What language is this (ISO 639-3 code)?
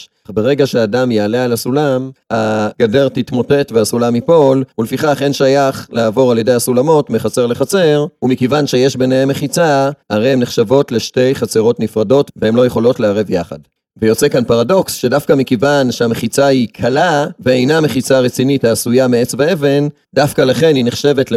heb